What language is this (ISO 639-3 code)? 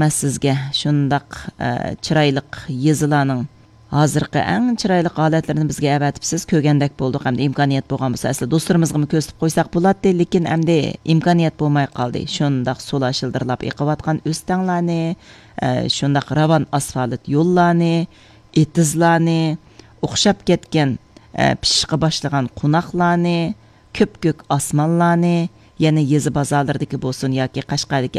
uig